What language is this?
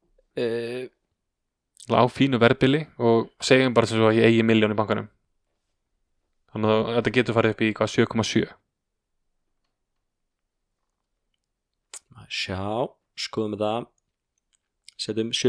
Icelandic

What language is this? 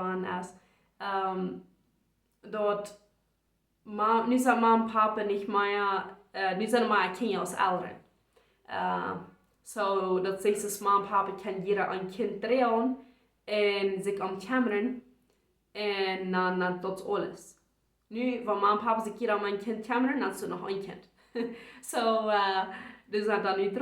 Plautdietsch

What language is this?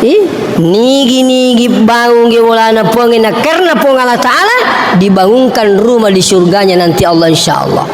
Buginese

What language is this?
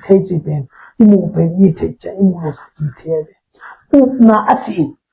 Tedim Chin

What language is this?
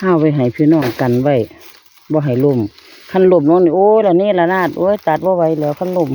Northeastern Thai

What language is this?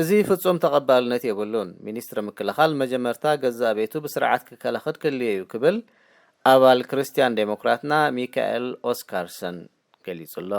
Tigrinya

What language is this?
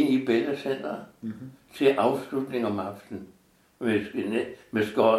Danish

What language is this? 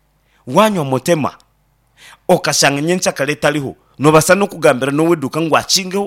Nyankole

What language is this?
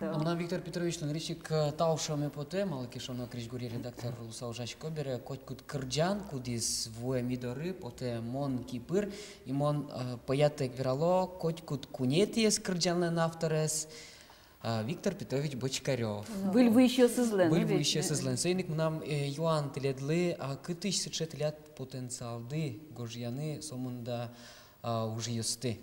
Udmurt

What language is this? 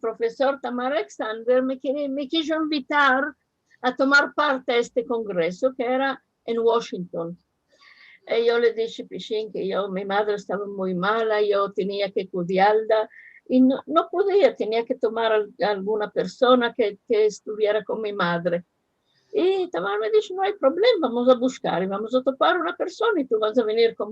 Ladino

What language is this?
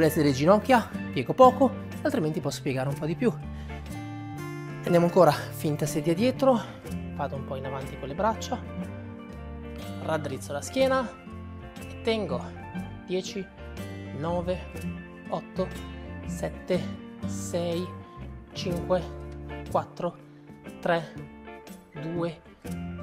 Italian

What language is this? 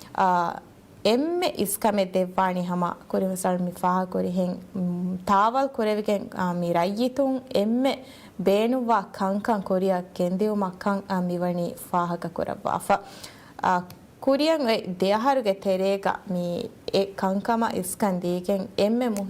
Divehi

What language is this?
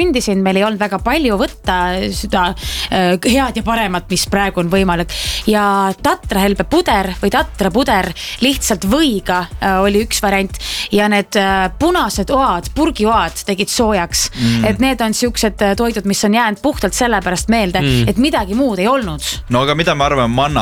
Estonian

